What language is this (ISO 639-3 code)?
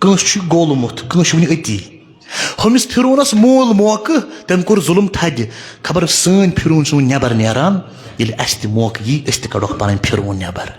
kas